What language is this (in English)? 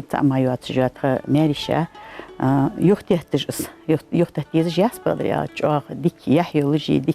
Ingush